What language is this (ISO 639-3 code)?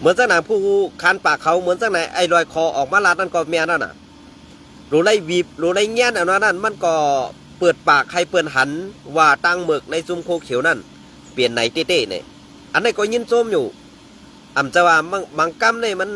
shn